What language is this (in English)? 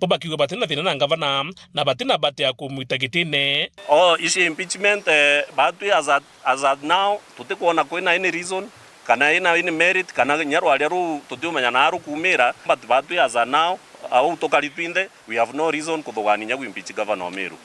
Meru